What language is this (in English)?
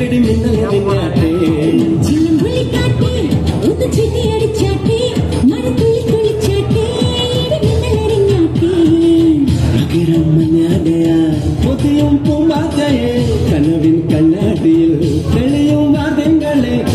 Malayalam